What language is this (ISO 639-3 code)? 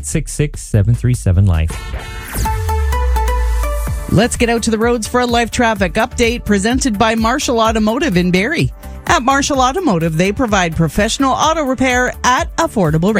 eng